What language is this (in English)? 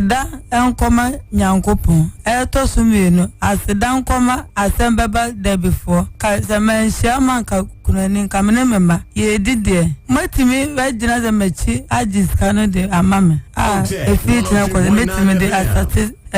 Akan